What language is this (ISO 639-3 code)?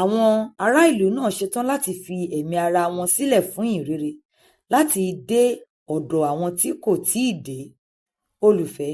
yor